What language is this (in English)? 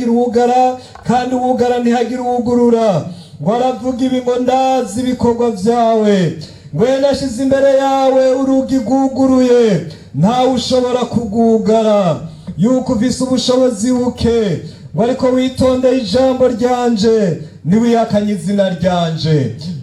Rundi